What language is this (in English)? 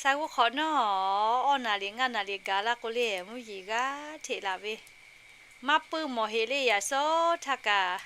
Lahu